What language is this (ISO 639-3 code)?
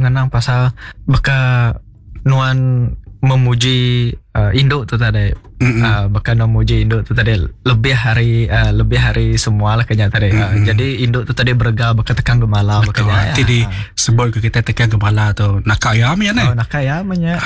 iba